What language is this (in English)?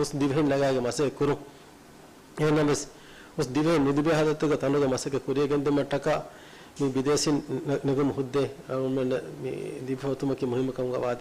Divehi